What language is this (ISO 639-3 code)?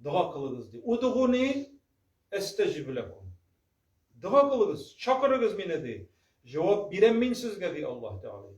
tat